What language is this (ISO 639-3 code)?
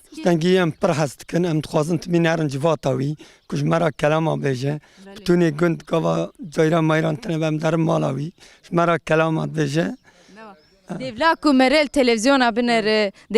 kur